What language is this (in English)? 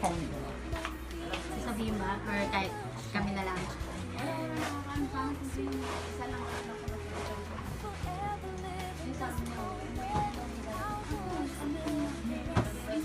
Filipino